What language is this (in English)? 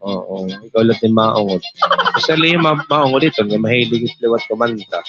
Waray